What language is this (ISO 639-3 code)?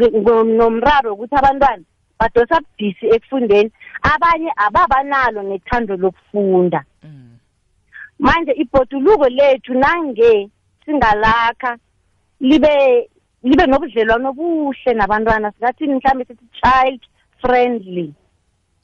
nbl